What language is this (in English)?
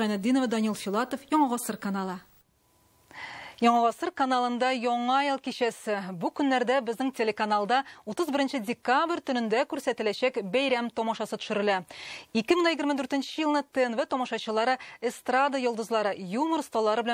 Tatar